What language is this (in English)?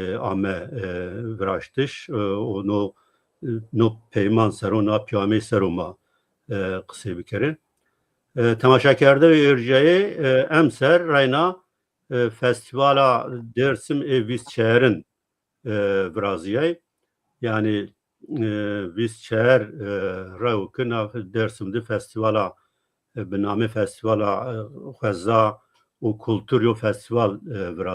Zaza